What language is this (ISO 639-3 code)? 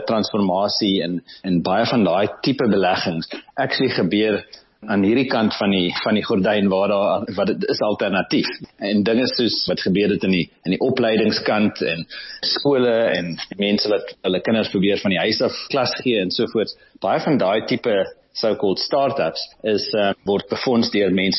afr